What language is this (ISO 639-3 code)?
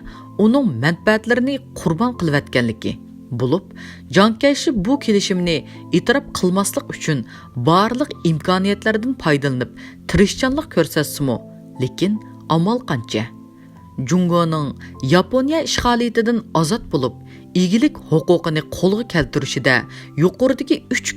uig